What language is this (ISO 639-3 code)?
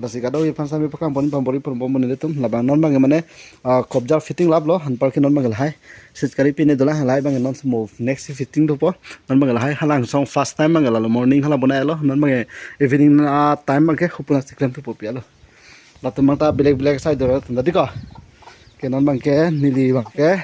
mjw